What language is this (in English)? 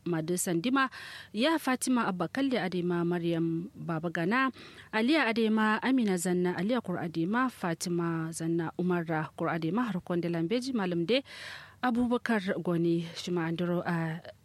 Kanuri